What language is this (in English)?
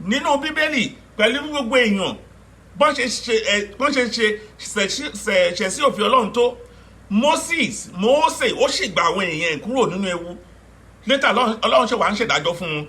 Yoruba